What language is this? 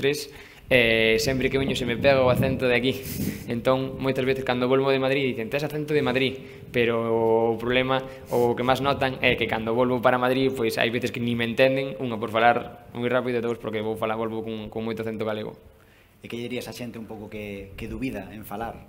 Galician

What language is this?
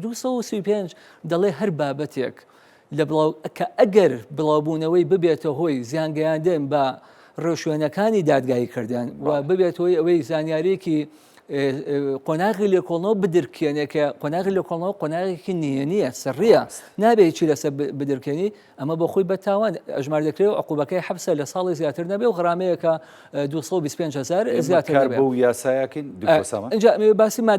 Central Kurdish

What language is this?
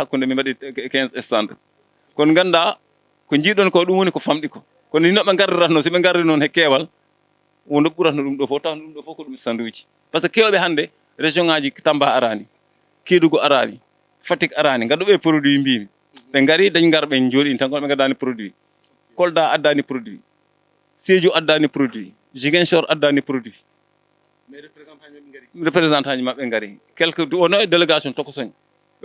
Fula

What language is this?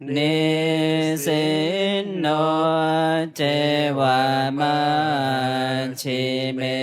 Pali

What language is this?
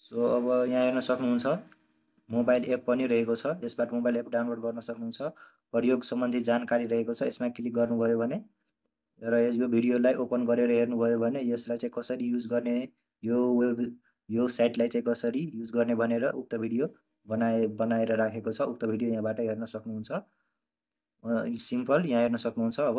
Nepali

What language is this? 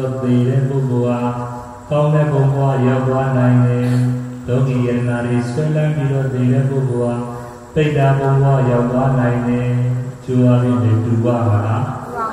Burmese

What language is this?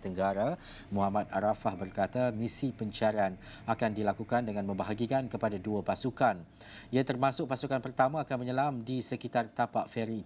Malay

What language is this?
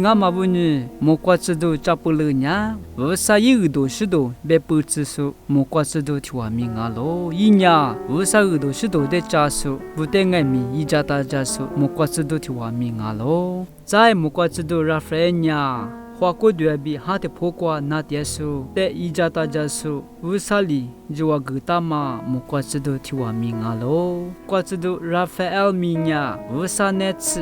Lisu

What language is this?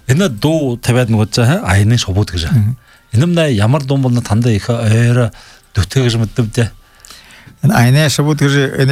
Buriat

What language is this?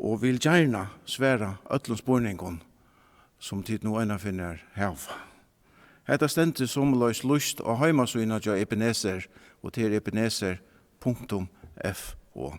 Faroese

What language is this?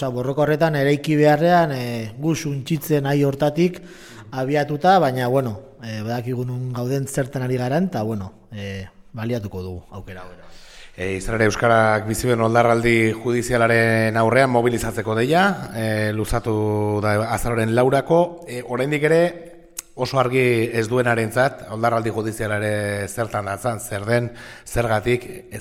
Basque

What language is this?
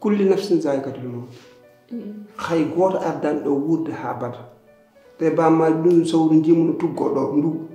Fula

